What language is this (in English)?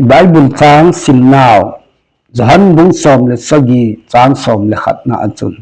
Thado Chin